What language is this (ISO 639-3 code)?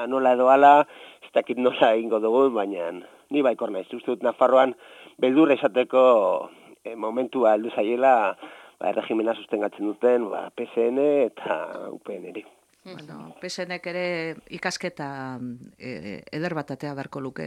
eus